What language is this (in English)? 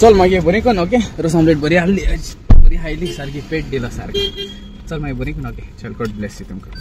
Konkani